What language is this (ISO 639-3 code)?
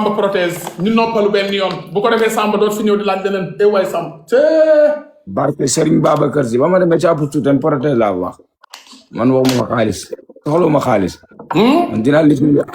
wol